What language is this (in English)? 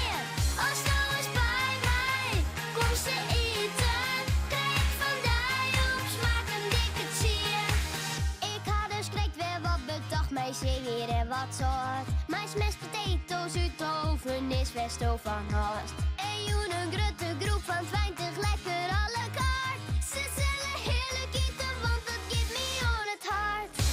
Western Frisian